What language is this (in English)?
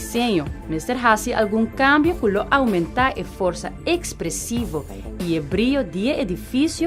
Papiamento